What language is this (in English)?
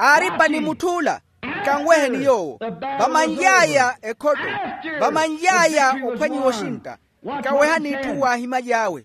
Makhuwa